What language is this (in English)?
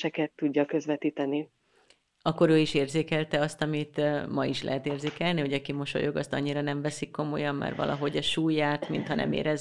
Hungarian